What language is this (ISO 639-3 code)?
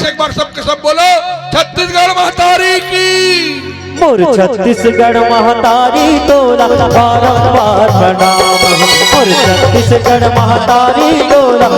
hne